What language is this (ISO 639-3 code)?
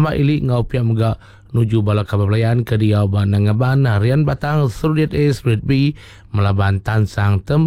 iba